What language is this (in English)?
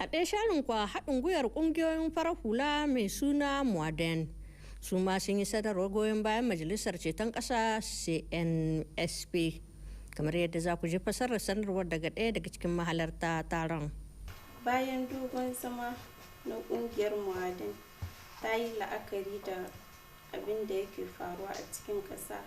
Hausa